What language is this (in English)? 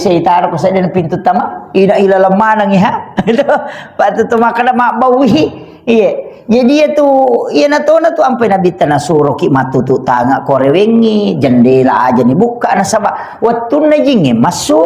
Buginese